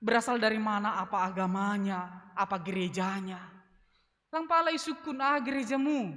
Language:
Batak Simalungun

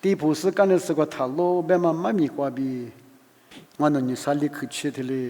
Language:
Lisu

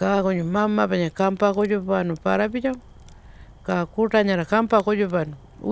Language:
Pitjantjatjara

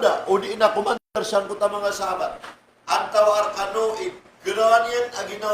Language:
Maranao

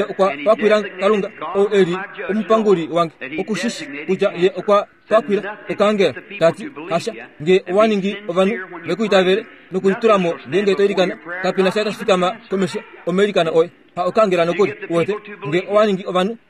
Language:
Kuanyama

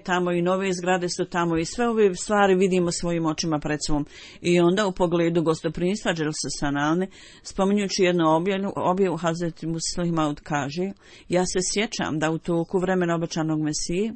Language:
Bosnian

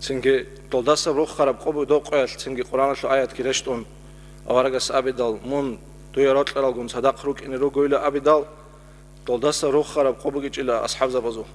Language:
Avaric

